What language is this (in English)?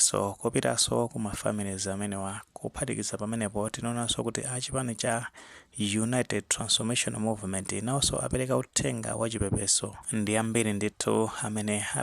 Nyanja